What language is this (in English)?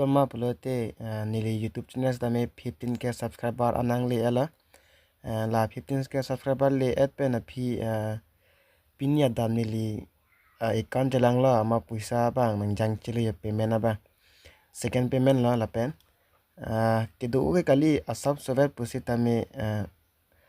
Karbi